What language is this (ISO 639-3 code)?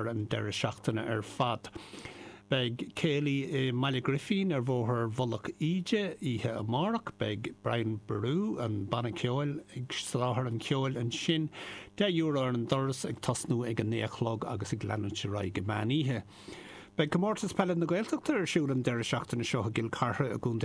gle